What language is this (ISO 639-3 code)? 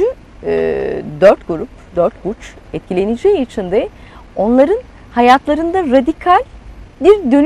tur